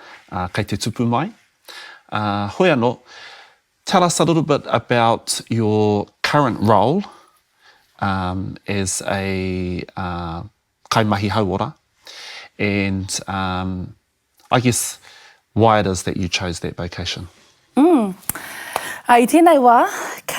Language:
Māori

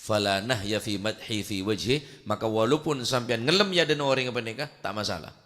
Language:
Madurese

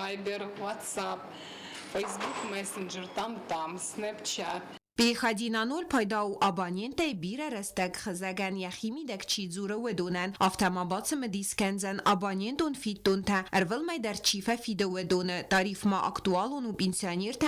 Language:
Ossetic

